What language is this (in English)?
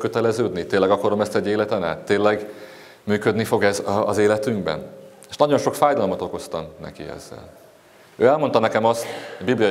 Hungarian